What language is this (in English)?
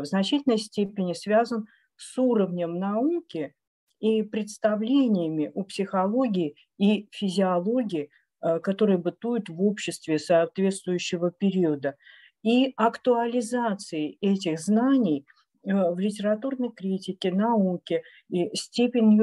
Russian